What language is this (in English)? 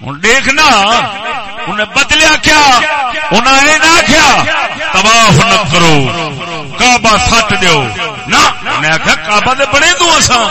Saraiki